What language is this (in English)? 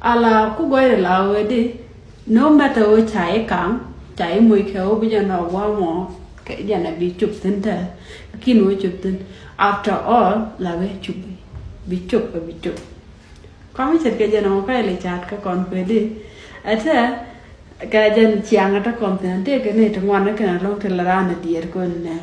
Nuer